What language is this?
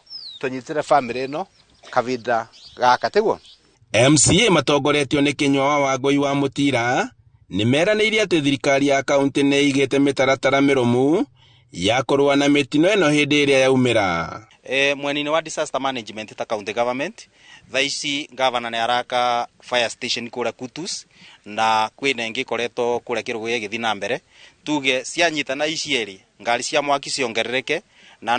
Kikuyu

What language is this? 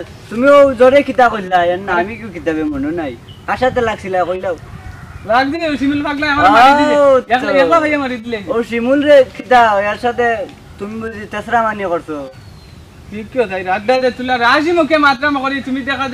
Sylheti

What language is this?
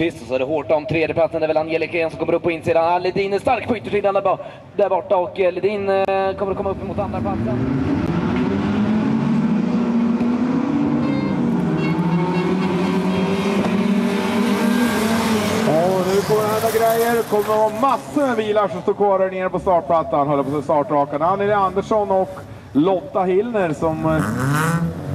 Swedish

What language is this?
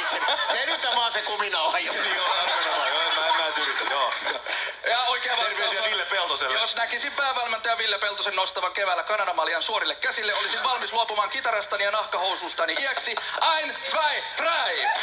Finnish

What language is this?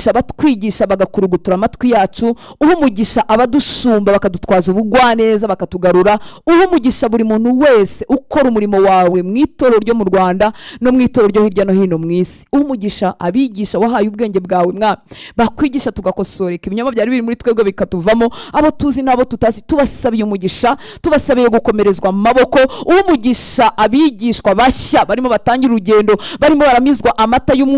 Kinyarwanda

